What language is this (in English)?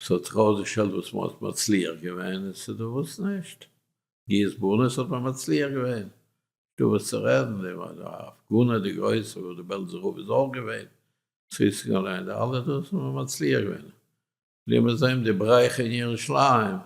Yiddish